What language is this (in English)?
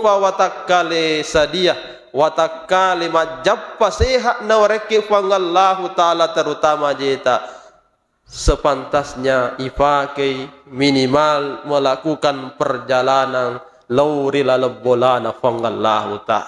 Buginese